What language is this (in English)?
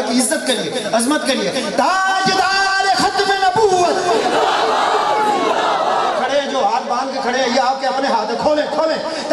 Urdu